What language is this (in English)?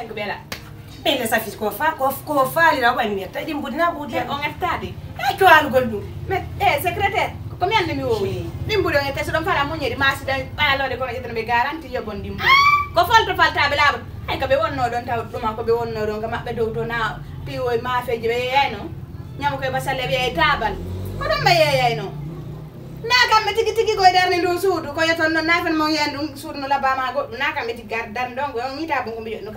Fula